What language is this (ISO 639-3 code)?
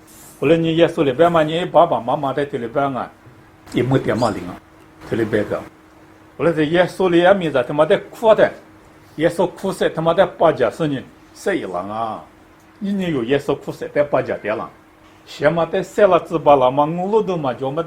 lis